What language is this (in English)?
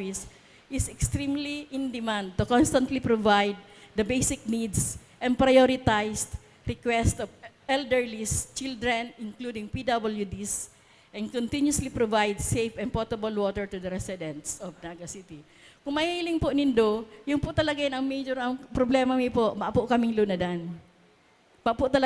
Bikol